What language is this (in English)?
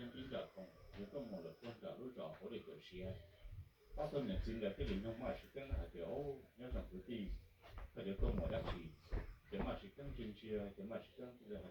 Hmong